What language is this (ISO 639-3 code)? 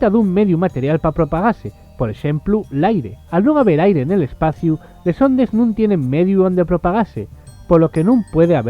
ast